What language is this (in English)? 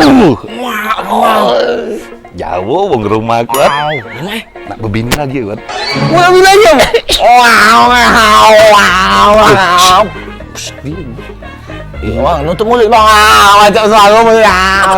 Musi